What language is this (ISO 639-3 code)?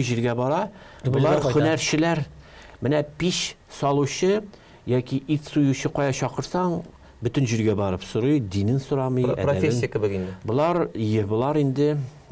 tat